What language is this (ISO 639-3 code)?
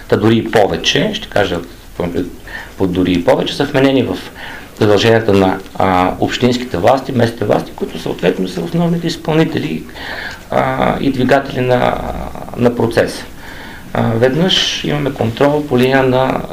bul